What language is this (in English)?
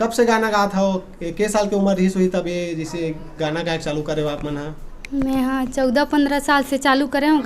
Chhattisgarhi